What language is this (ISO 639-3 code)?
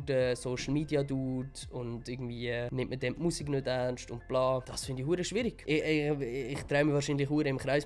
gsw